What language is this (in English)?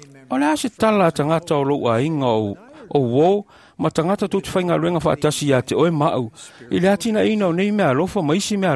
Samoan